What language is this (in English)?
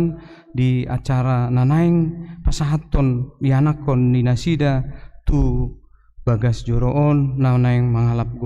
Batak Toba